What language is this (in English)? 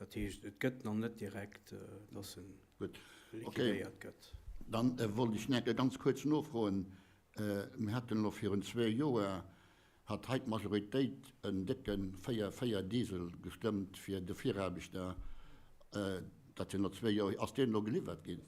Luxembourgish